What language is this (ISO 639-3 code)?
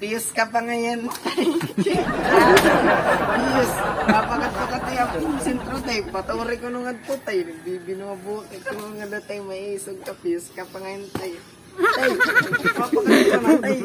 war